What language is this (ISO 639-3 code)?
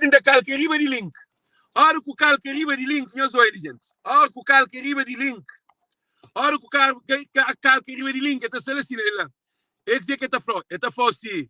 kea